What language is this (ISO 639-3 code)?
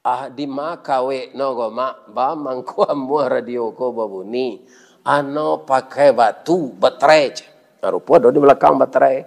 min